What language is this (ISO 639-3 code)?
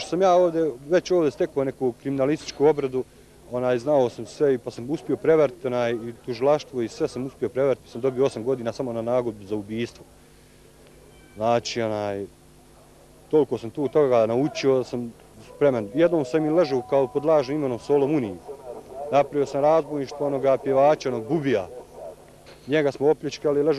bos